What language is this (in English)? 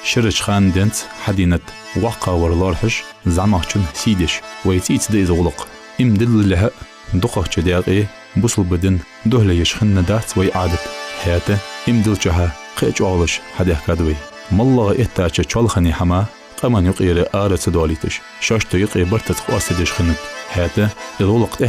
Ingush